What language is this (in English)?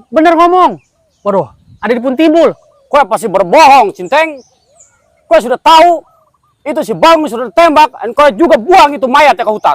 Betawi